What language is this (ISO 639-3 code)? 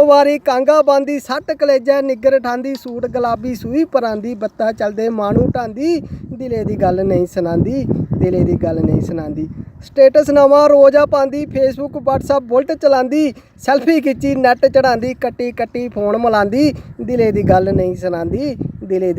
doi